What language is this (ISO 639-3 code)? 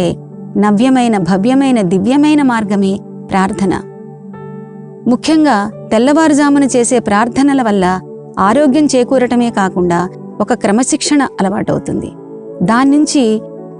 tel